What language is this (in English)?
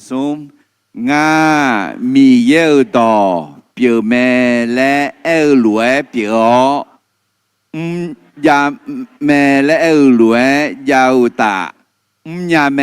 Akha